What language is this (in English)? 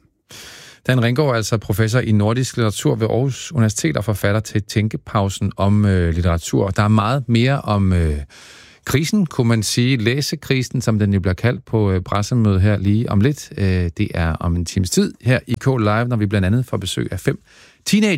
Danish